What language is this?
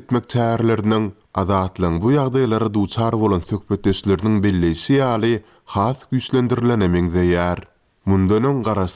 Turkmen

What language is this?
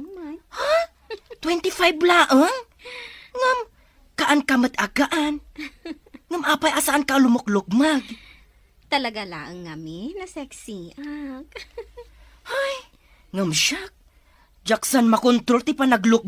Iloko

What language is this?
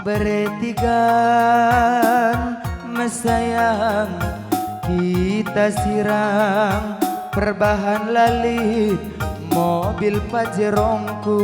Batak Karo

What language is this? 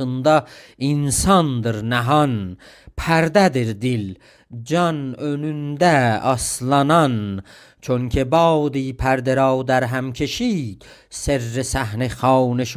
South Azerbaijani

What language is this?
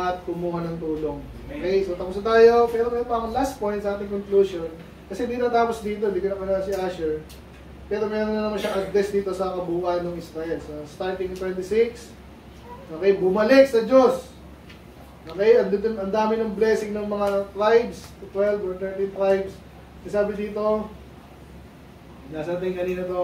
Filipino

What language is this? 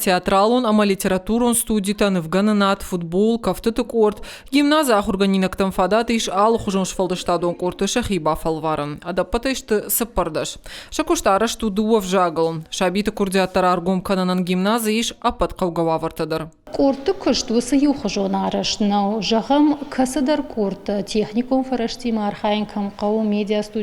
Ossetic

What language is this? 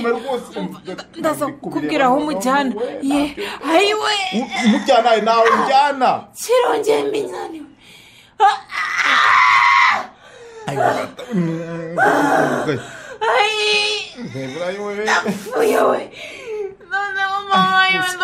Kinyarwanda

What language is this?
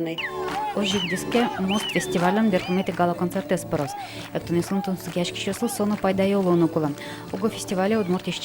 Udmurt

